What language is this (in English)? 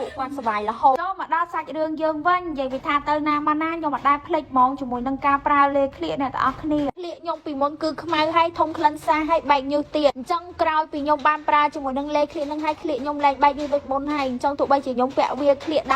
Khmer